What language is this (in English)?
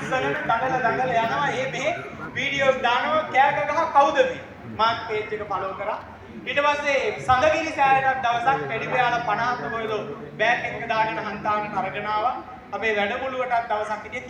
Sinhala